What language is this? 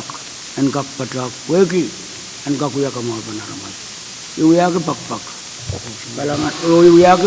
Pohnpeian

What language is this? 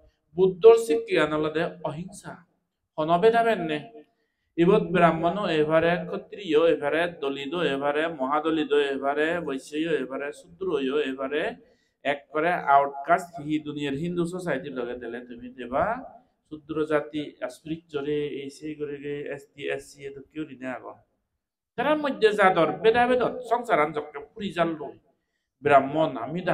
Chakma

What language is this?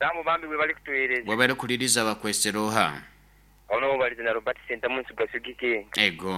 Nyoro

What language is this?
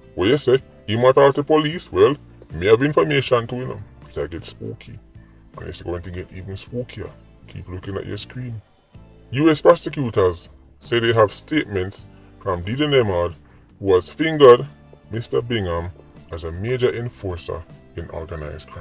Jamaican Creole English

